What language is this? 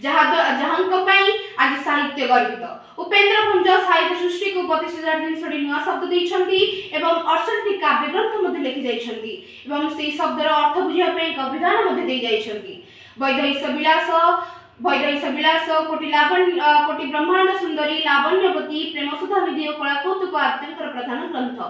Odia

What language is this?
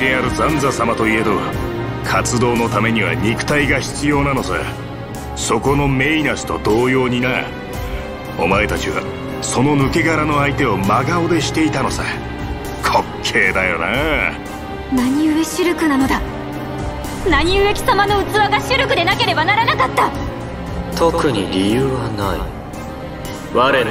Japanese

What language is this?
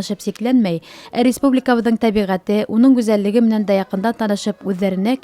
Bashkir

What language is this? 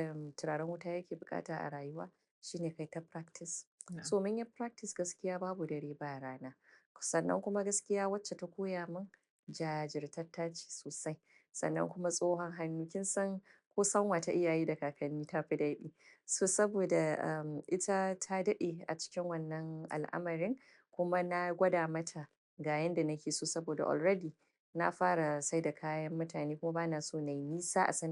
Hausa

